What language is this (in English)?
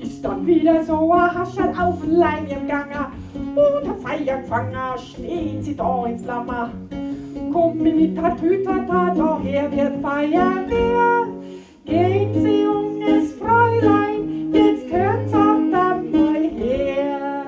Bavarian